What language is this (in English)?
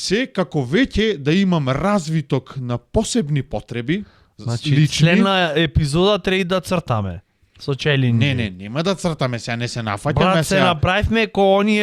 Macedonian